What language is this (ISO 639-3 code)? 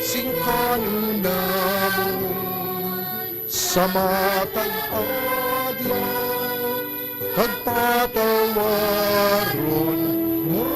hil